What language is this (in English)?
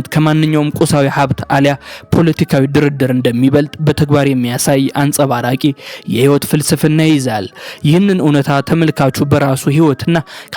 Amharic